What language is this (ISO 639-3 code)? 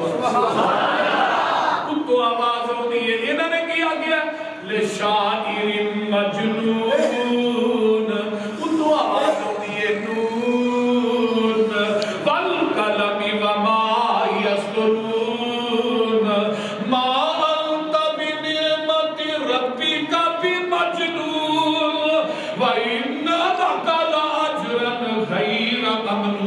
urd